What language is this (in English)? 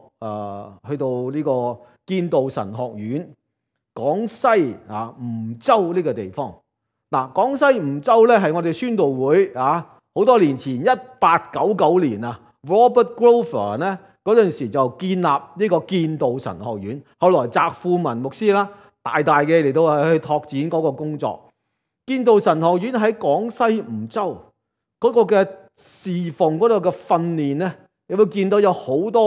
Cantonese